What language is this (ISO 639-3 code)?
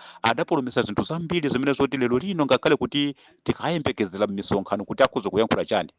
nya